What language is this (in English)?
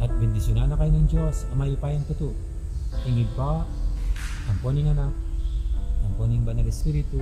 Pampanga